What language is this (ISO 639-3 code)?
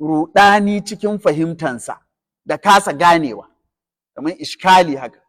hau